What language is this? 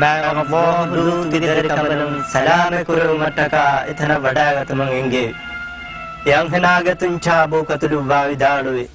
Divehi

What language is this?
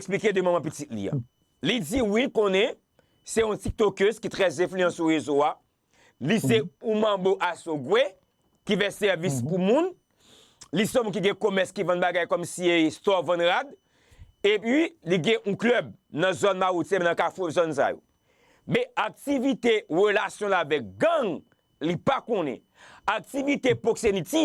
Haitian Creole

